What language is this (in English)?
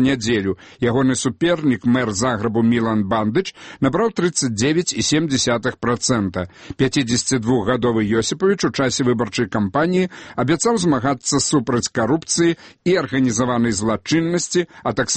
Belarusian